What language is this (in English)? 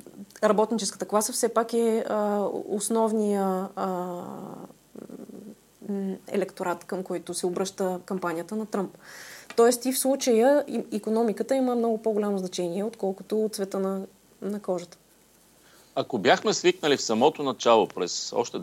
Bulgarian